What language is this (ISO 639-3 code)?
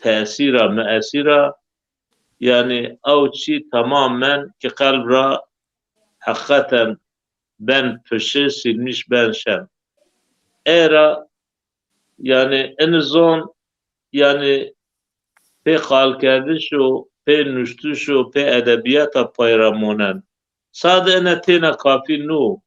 zza